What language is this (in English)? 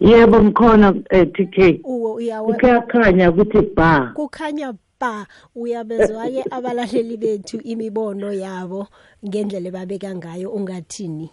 South Ndebele